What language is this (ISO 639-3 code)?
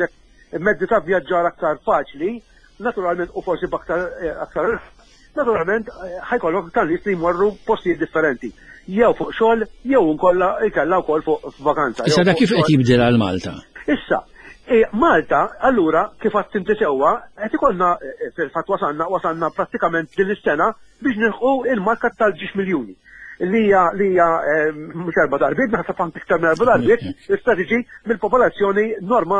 mlt